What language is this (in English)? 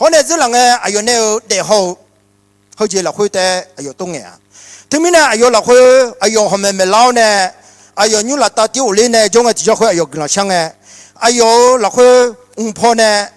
Akha